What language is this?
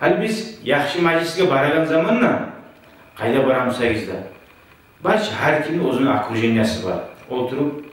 Kumyk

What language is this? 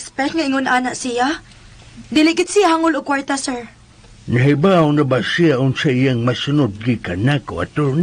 Cebuano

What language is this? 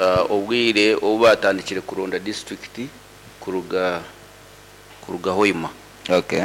Nyoro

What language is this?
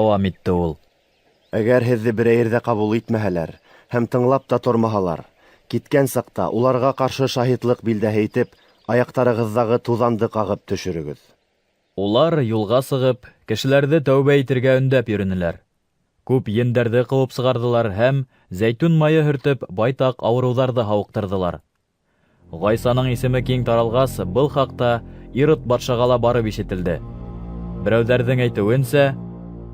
Bashkir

